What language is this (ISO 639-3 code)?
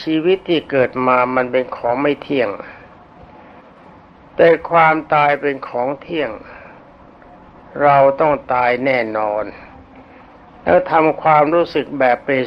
tha